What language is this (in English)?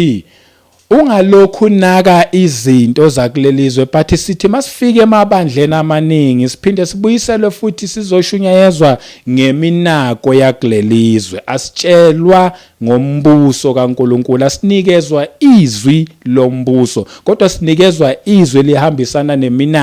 Zulu